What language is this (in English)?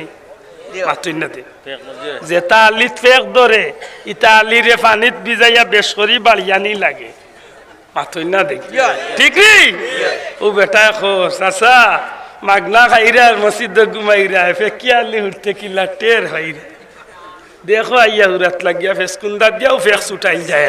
Sylheti